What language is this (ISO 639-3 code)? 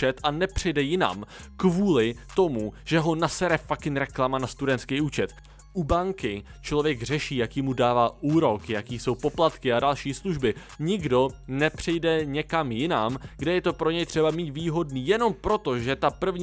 ces